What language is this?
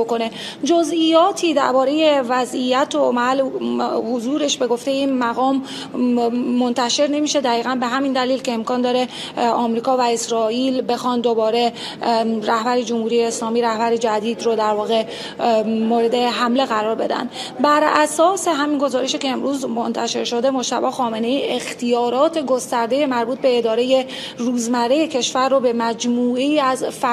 Persian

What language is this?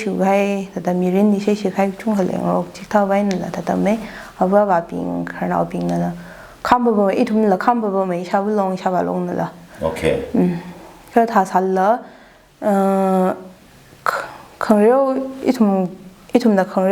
Tangkhul Naga (India)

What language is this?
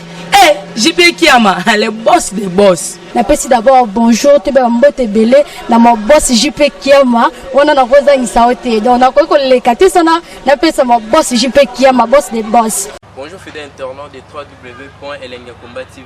Lingala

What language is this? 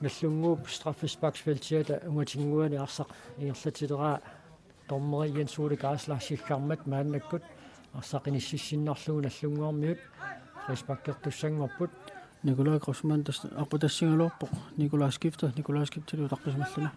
Kalaallisut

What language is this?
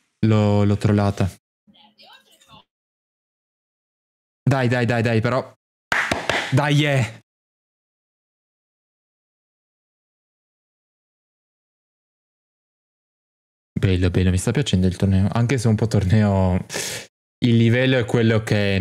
Italian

